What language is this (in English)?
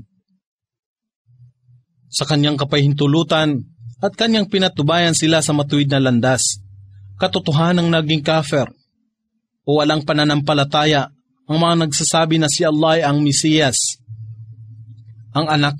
Filipino